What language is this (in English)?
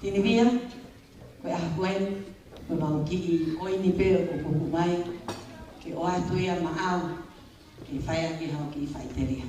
Tongan